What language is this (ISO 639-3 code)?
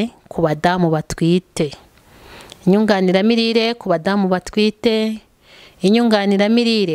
kin